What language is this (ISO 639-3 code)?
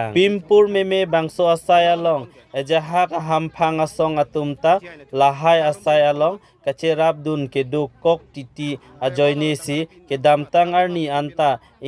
mjw